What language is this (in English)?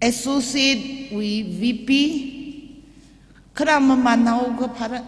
Tangkhul Naga (India)